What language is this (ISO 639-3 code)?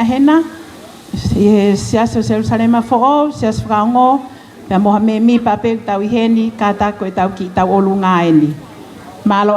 ton